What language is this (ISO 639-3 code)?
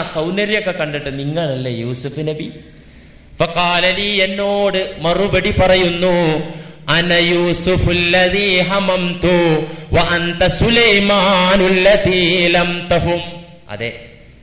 mal